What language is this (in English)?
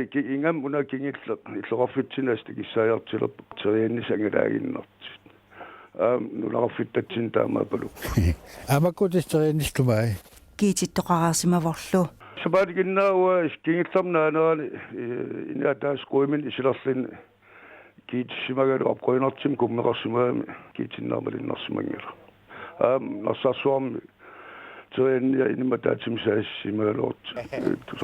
Kalaallisut